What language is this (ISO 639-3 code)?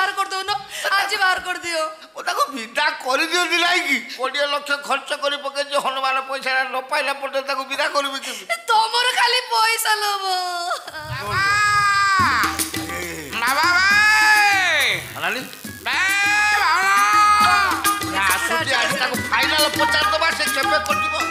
ori